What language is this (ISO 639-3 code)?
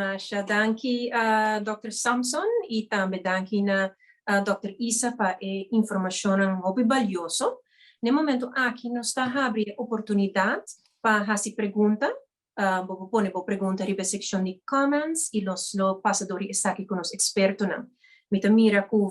pap